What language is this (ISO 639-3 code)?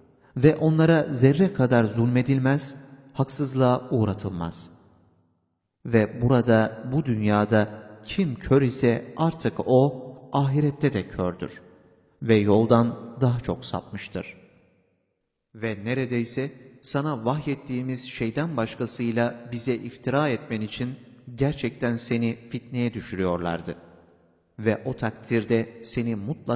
tur